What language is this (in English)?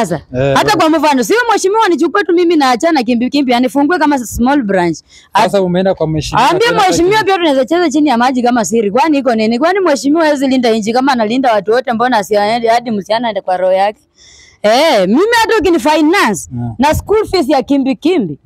Swahili